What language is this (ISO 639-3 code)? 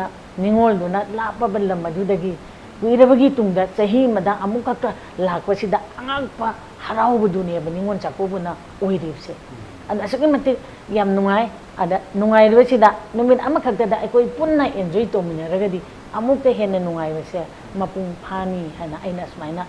mni